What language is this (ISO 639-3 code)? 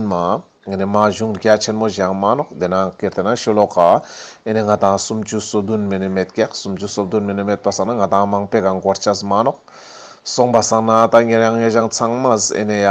lbj